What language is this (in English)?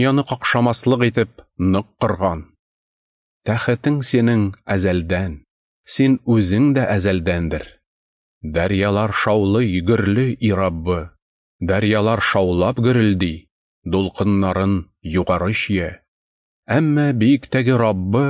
Tatar